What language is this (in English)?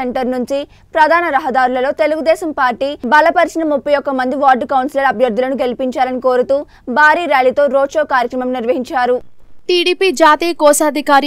Telugu